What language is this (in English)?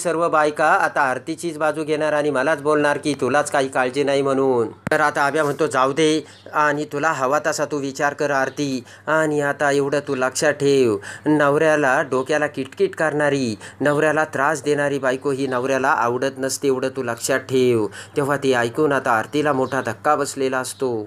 Marathi